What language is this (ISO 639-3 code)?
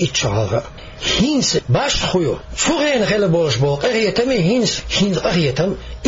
che